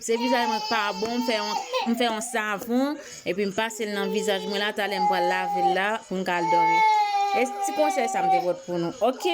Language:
Haitian Creole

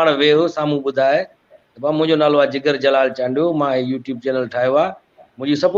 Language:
Sindhi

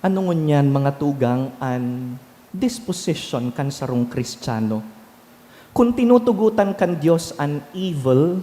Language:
Bikol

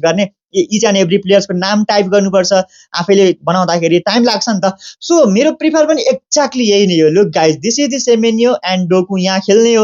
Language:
Nepali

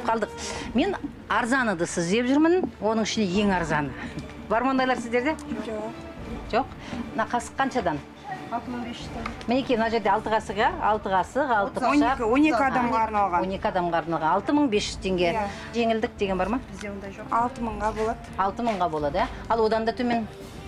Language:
Kazakh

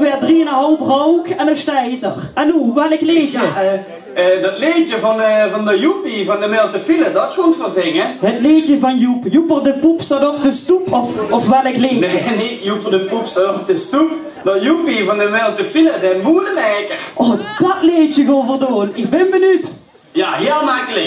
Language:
Limburgish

